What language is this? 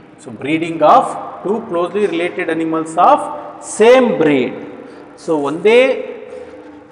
Kannada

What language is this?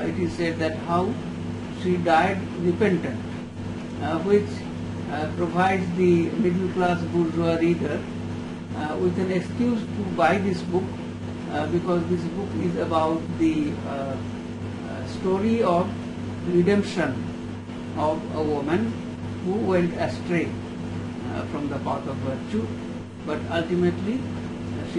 English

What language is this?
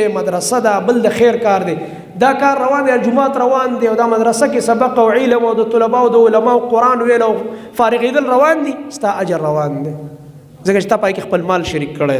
Pashto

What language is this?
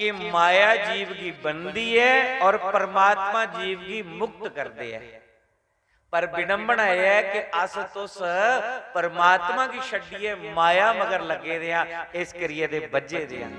Dogri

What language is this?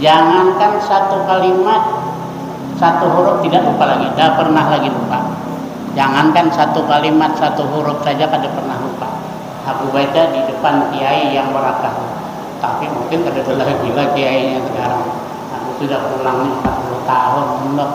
Banjar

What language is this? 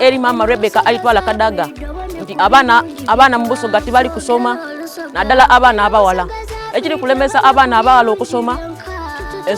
Soga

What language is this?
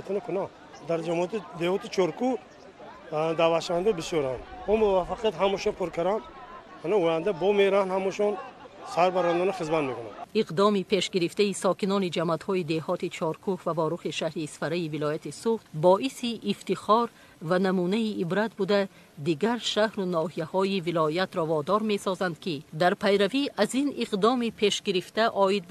Tajik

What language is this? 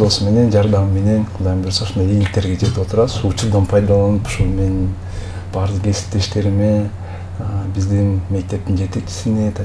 Kyrgyz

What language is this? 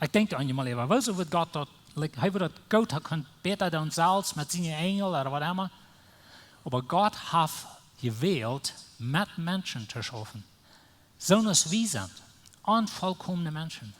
Plautdietsch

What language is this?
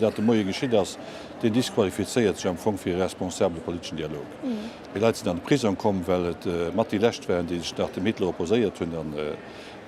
Luxembourgish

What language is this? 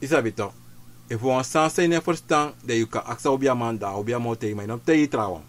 Sranan Tongo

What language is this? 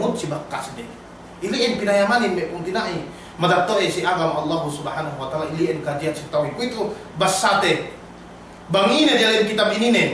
Yakan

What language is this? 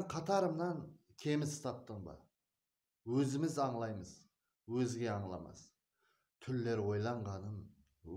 Kara-Kalpak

